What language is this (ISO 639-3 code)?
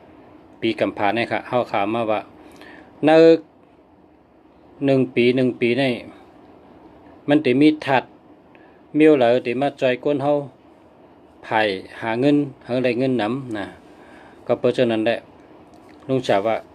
shn